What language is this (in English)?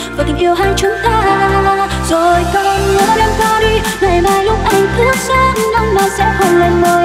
Vietnamese